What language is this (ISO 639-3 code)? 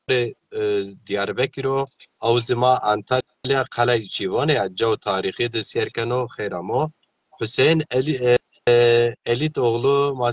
zza